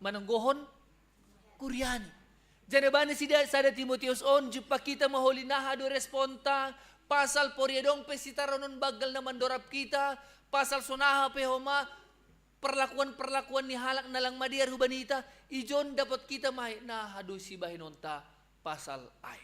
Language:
Batak Simalungun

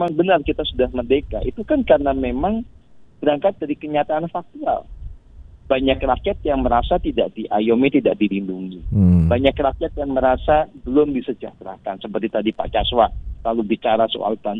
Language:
Indonesian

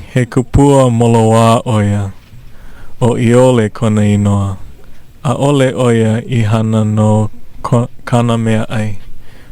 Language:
Hawaiian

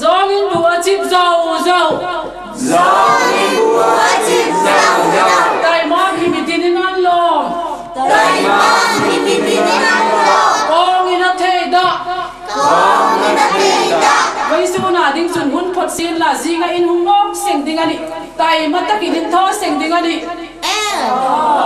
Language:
Hmar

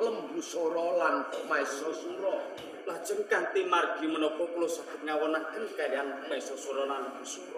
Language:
Javanese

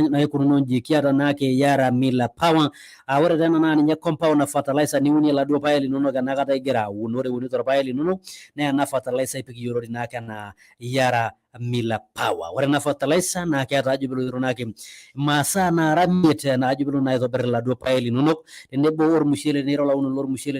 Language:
Masai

